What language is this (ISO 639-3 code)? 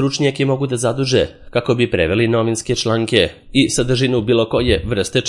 srp